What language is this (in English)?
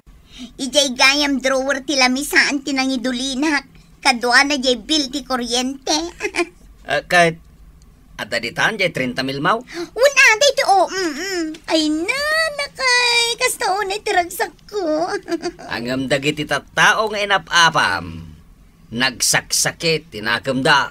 Iloko